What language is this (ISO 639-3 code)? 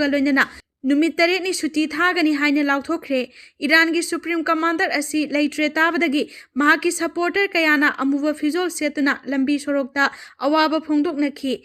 mni